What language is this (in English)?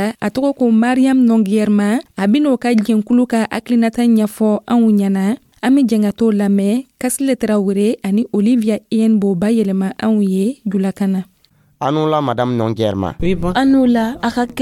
Dyula